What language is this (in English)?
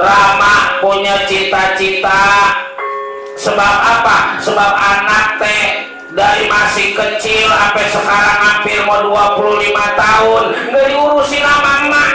Betawi